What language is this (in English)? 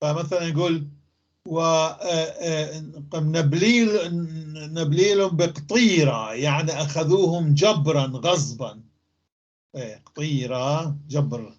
North Levantine Arabic